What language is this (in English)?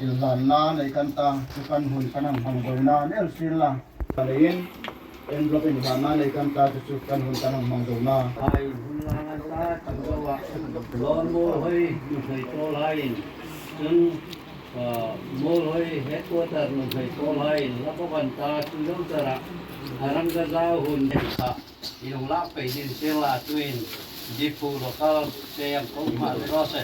Hmar